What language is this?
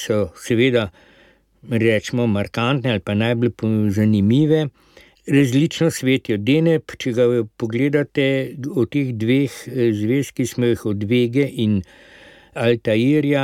Slovenian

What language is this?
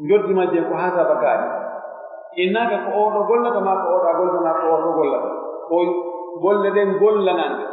Pular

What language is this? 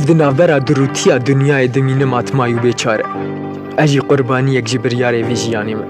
Kurdish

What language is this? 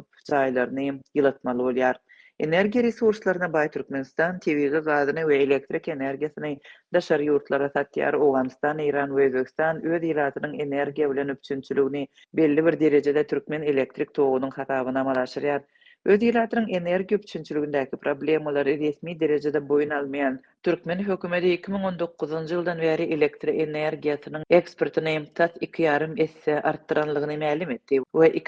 Turkmen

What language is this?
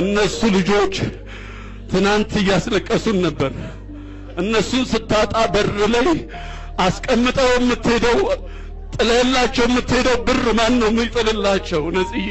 Amharic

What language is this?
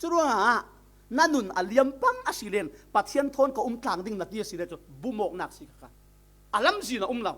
Falam Chin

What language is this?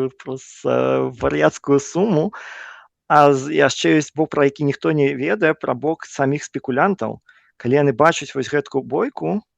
Belarusian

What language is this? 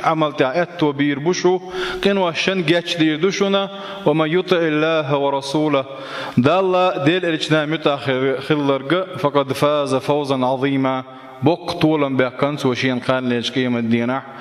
Chechen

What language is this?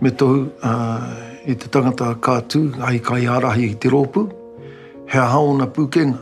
Māori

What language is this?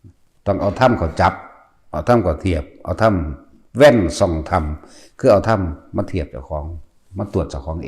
Northeastern Thai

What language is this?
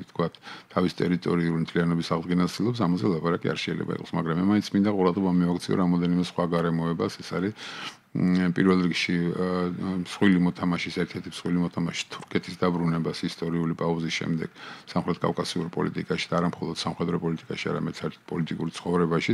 Georgian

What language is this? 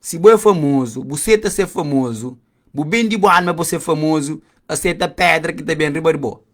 Kabuverdianu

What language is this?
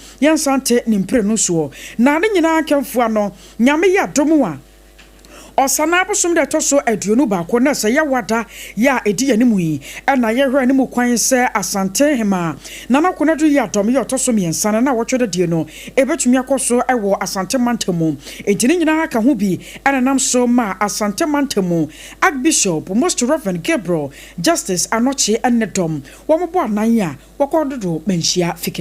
Akan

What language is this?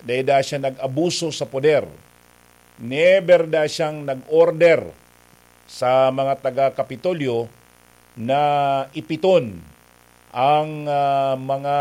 Bikol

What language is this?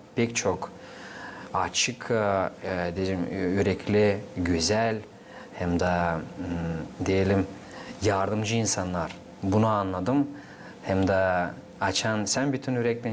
Gagauz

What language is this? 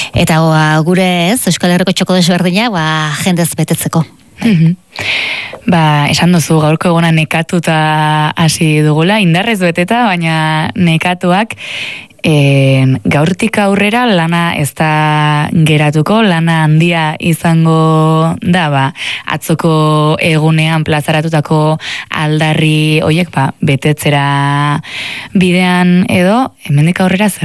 Basque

